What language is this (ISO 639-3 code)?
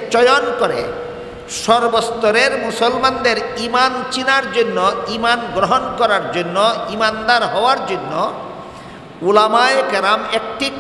ben